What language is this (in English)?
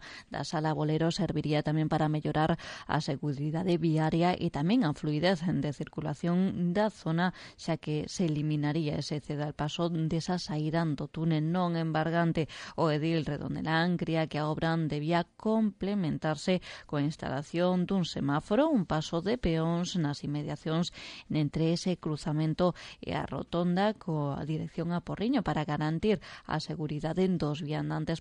Galician